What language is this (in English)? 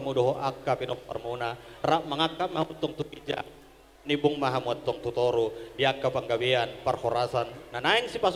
Batak Toba